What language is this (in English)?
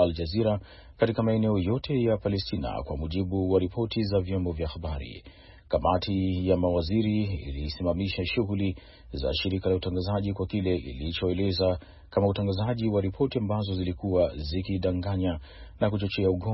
Swahili